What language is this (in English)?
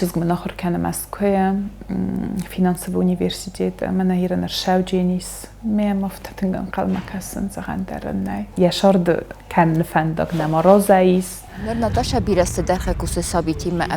Ossetic